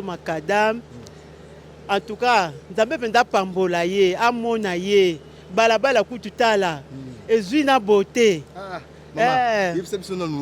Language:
Lingala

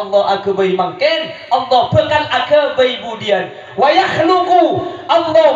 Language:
Madurese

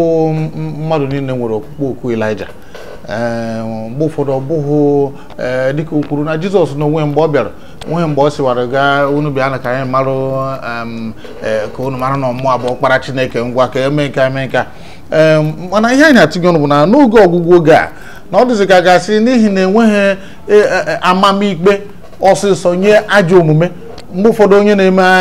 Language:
Igbo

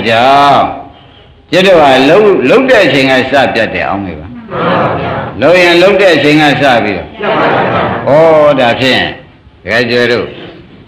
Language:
Burmese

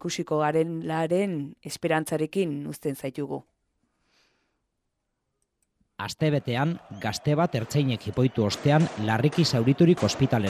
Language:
Basque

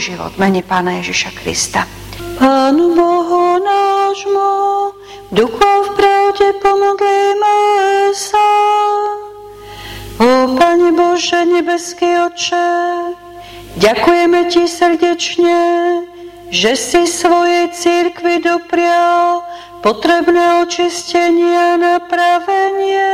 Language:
Slovak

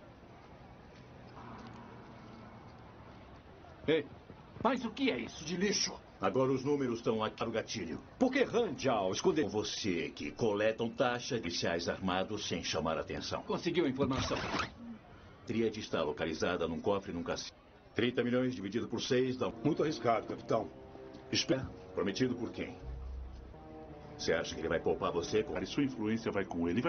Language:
Portuguese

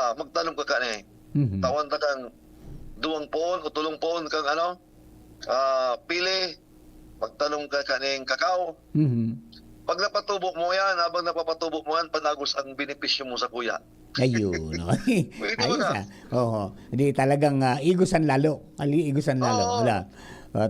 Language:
Bikol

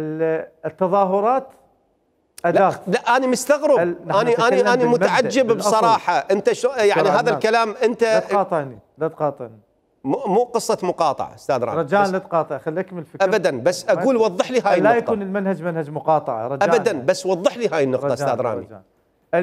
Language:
Mesopotamian Arabic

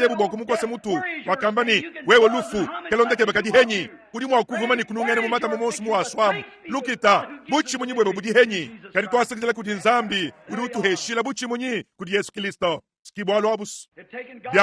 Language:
Luba-Lulua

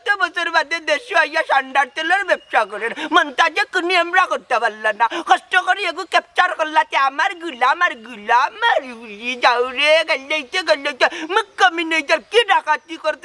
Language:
Sylheti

